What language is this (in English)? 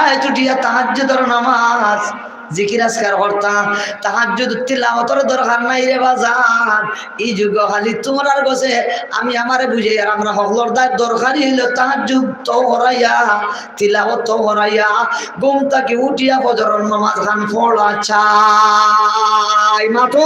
Sylheti